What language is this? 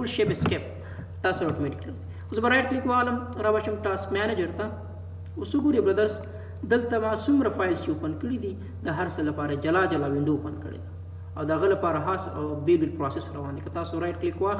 Pashto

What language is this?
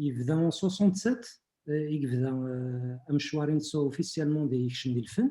Kabyle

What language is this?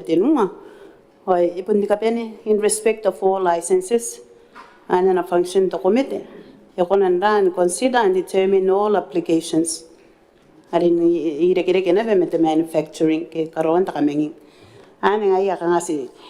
Gilbertese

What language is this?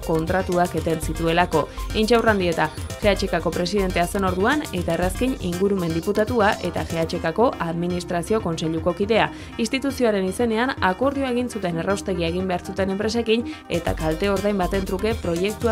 Basque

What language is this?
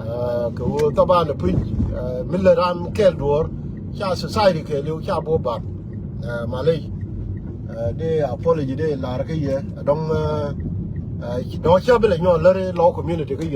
Nuer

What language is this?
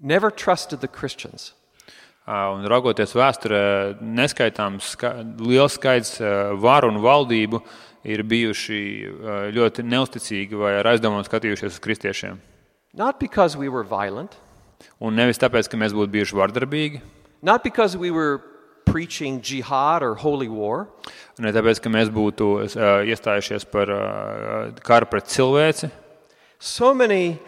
Latvian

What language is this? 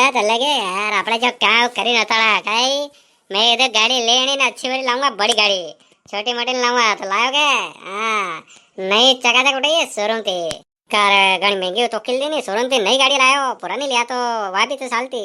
Rajasthani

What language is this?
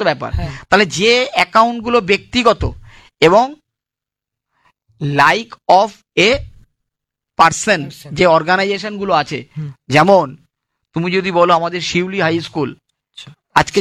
Bangla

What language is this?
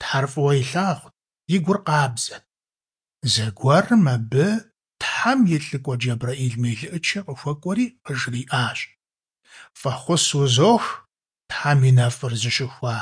Kabardian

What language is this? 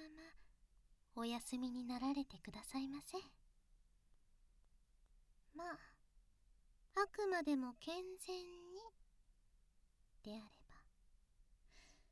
Japanese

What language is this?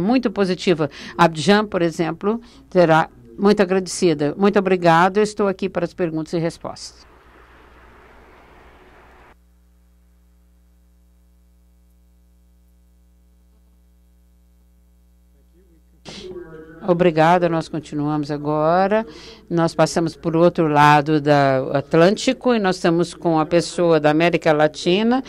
Portuguese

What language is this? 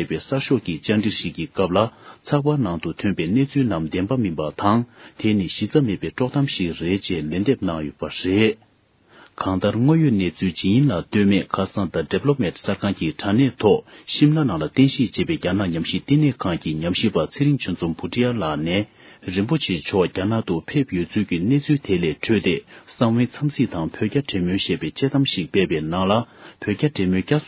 Tibetan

